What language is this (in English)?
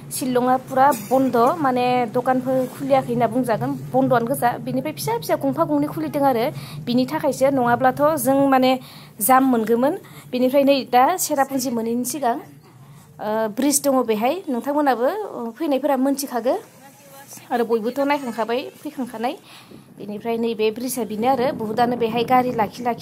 Bodo